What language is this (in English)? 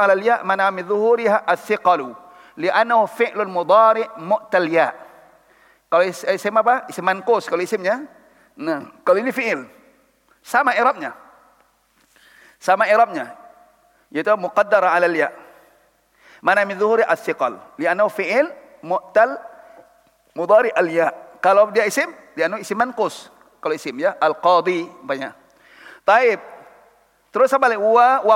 Indonesian